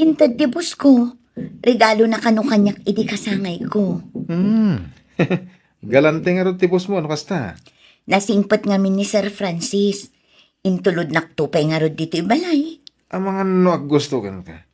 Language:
Iloko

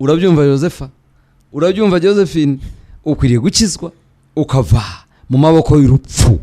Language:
Kinyarwanda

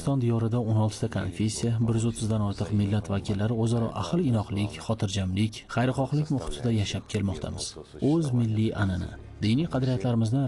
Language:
Uzbek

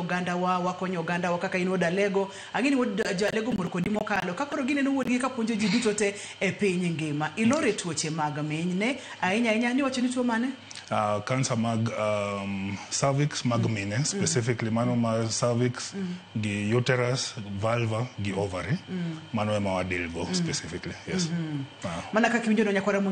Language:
Luo (Kenya and Tanzania)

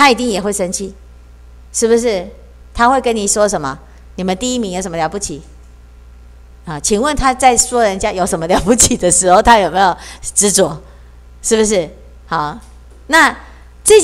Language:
Chinese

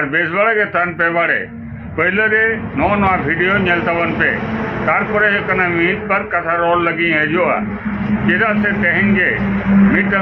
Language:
Santali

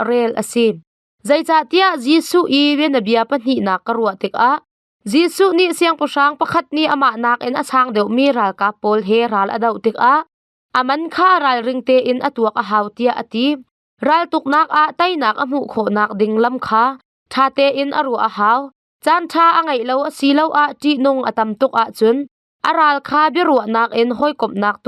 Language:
Hakha Chin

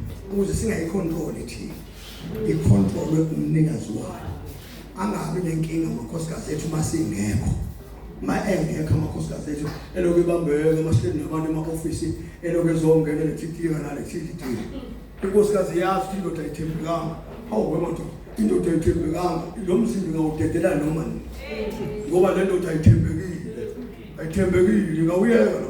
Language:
Zulu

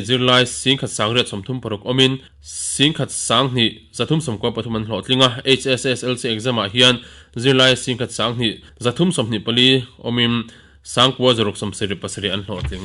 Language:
Mizo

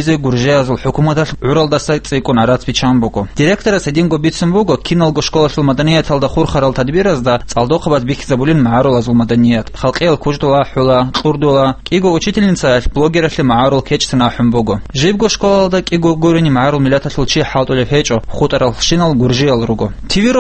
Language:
Avaric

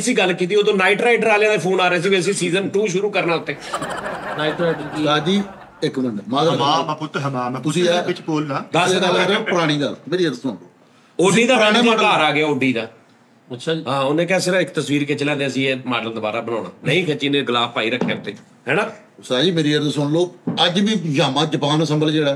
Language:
Punjabi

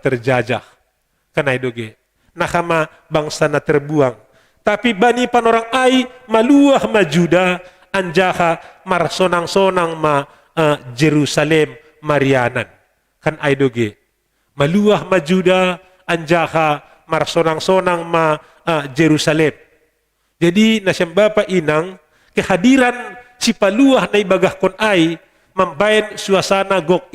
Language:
Batak Simalungun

